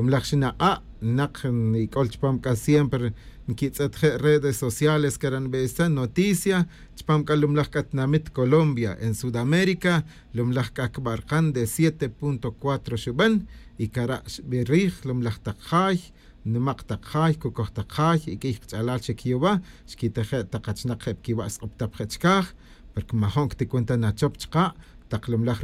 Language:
Kaqchikel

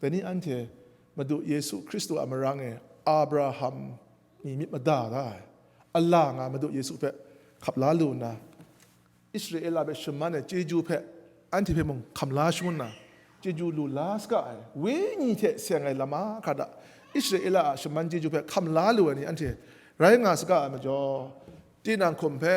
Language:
Kachin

